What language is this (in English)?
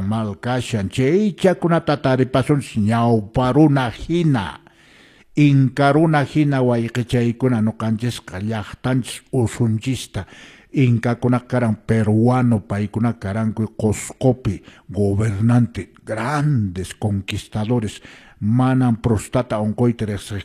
Quechua